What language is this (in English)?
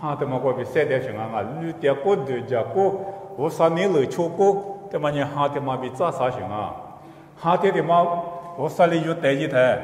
Lisu